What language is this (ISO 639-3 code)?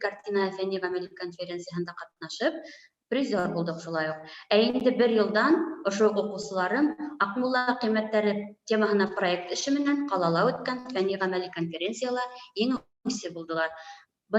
bak